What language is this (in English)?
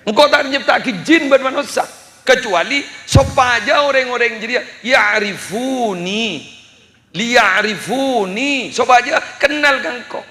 Madurese